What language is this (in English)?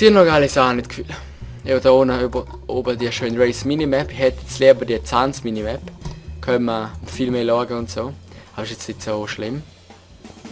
Swiss German